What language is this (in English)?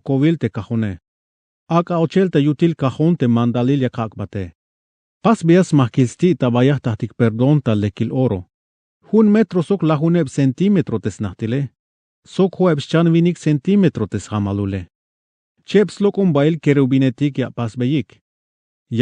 Tzeltal